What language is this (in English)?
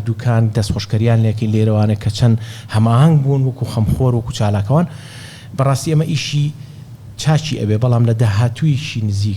Central Kurdish